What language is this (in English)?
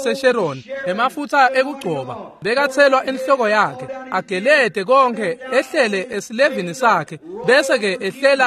Swati